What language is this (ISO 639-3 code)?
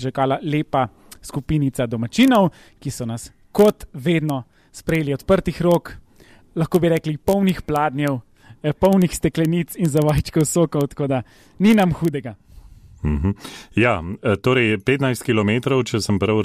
slv